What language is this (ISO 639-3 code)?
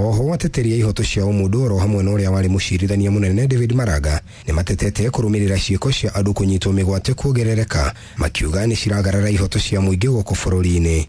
kik